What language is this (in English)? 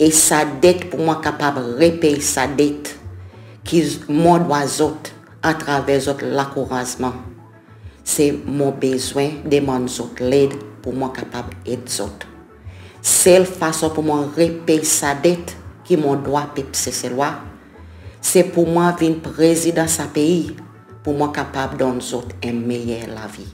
Seselwa Creole French